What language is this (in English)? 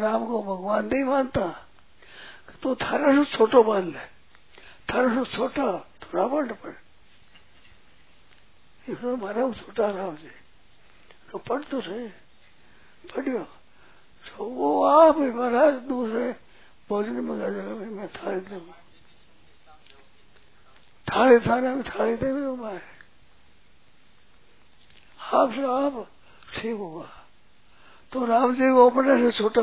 Hindi